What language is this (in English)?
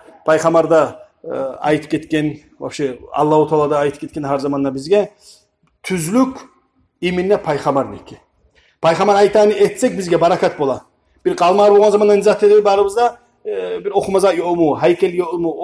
Kumyk